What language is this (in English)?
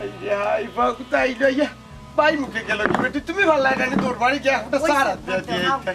Sylheti